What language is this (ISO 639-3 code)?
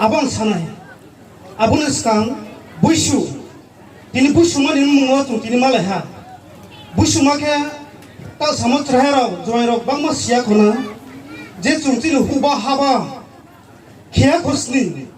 ria